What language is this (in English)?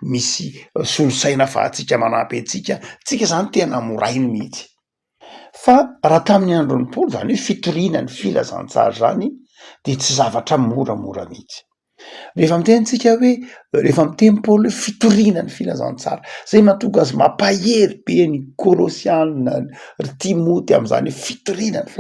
Malagasy